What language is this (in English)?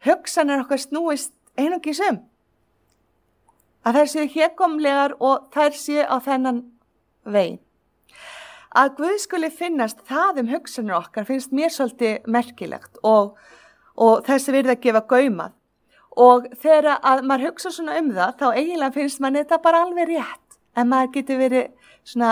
Icelandic